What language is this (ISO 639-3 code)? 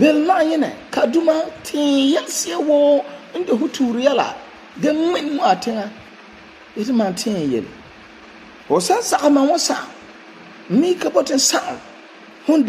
gur